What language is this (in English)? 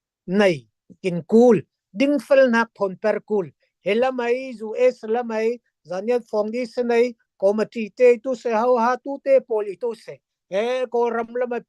Falam Chin